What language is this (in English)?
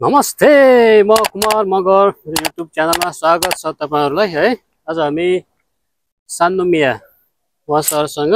Nepali